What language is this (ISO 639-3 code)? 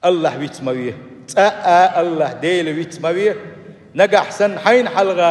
che